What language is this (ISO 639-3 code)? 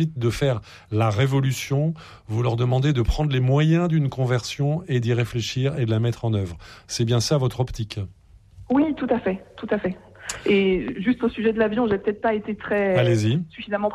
fra